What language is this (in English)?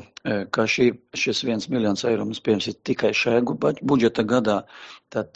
Latvian